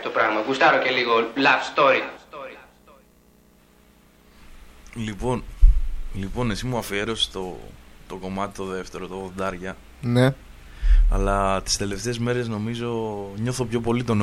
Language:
Greek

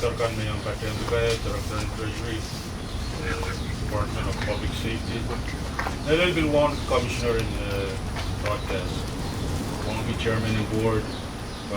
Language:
Pohnpeian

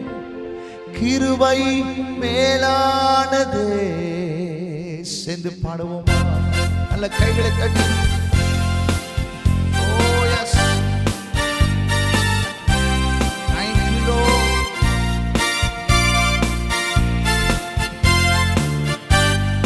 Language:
Tamil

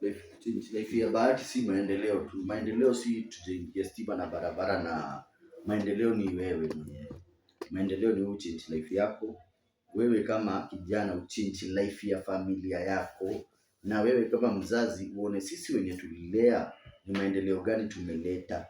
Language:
Swahili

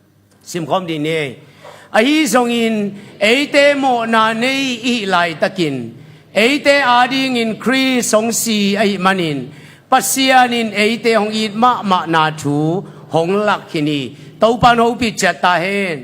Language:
Tedim Chin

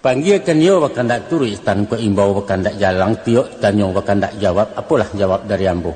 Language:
Minangkabau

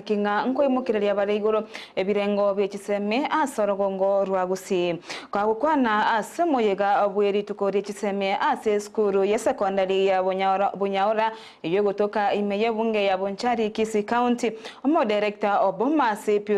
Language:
Gusii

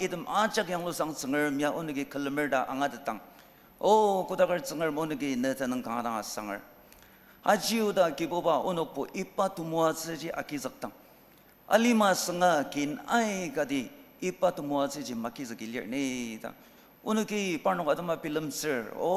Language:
Ao Naga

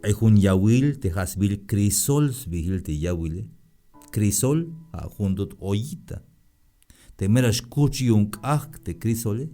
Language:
Tzeltal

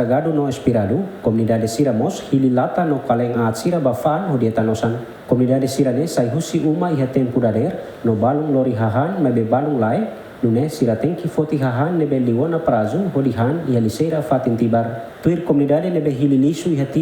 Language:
Tetum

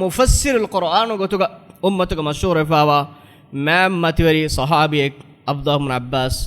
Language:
Divehi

